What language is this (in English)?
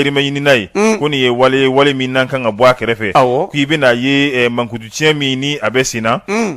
Bambara